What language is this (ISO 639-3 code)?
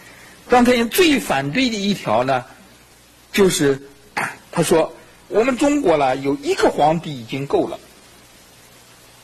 zho